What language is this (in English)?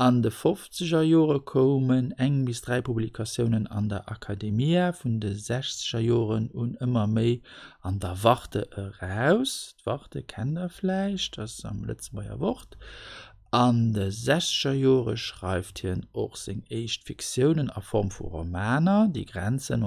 Luxembourgish